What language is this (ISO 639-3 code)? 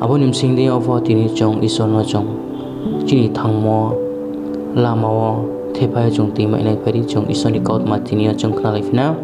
ria